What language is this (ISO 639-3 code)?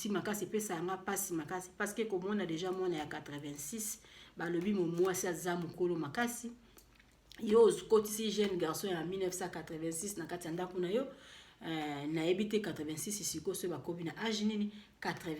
lin